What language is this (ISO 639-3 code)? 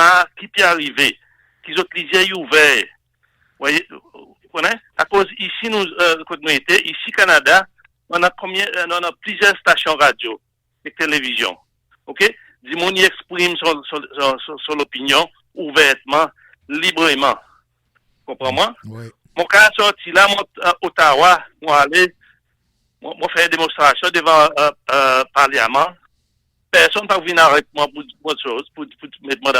crs